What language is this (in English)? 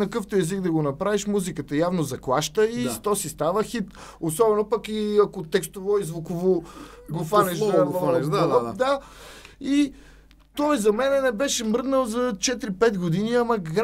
Bulgarian